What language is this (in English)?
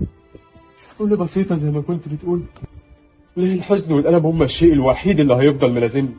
Egyptian Arabic